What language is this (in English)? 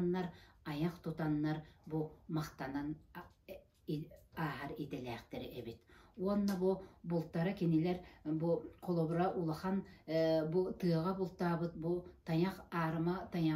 Yakut